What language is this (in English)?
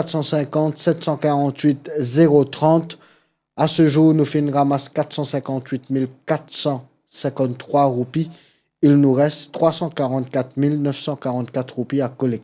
Morisyen